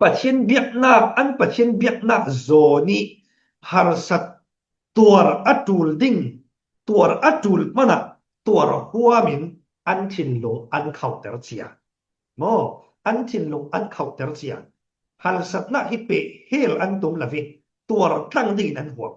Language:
Falam Chin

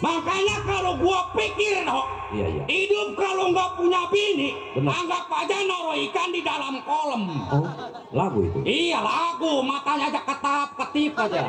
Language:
Betawi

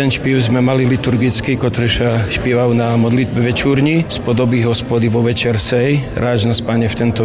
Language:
Slovak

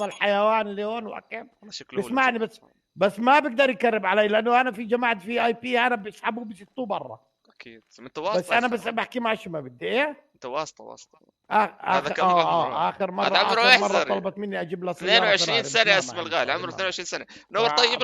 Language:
North Levantine Arabic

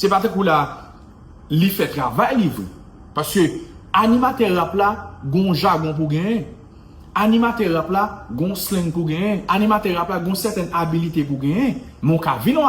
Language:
Haitian Creole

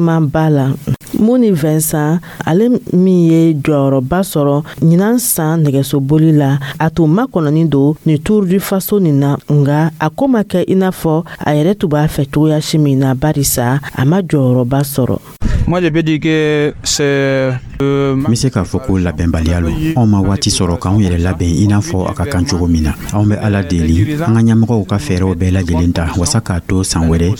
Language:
Dyula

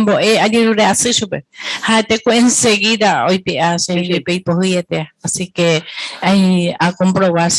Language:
Guarani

